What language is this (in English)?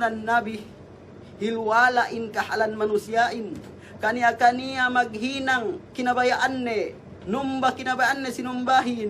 Yakan